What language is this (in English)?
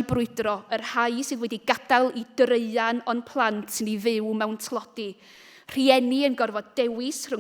Welsh